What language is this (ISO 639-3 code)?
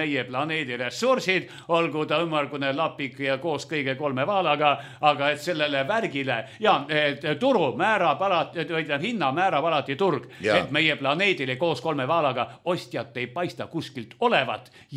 est